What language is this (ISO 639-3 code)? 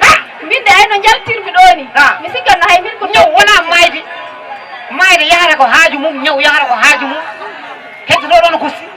ful